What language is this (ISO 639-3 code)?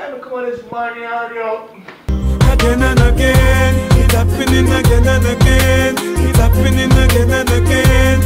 jam